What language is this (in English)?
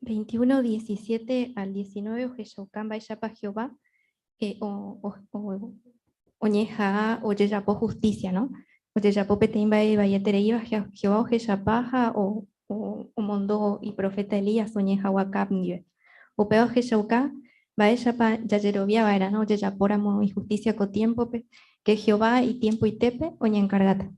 Guarani